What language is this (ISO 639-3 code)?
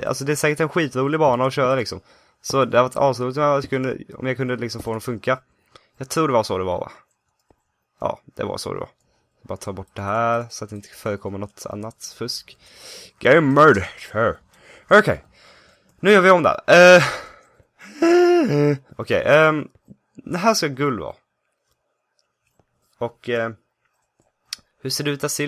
swe